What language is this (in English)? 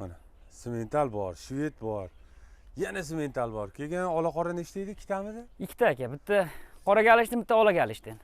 Uzbek